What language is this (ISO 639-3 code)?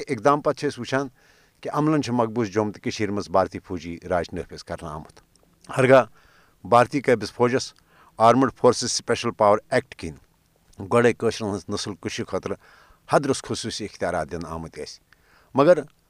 kas